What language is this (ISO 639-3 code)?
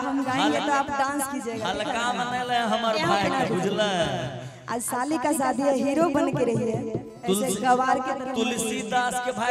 bho